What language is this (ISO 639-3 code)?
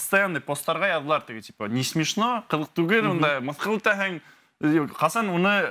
bak